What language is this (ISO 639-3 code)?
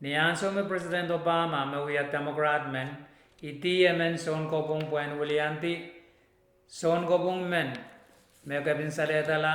pon